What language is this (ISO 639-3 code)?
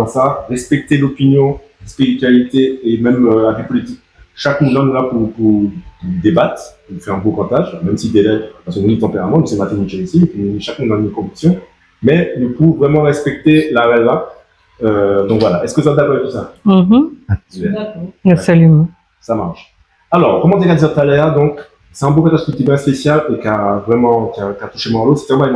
gcf